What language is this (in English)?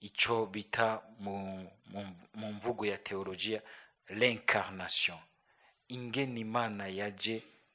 Rundi